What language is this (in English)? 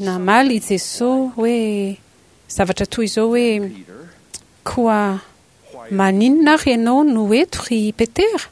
Malagasy